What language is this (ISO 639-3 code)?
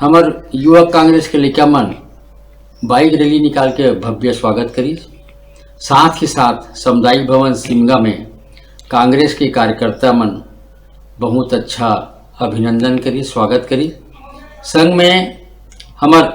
hne